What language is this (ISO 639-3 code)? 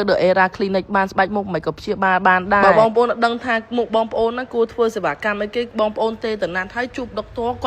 khm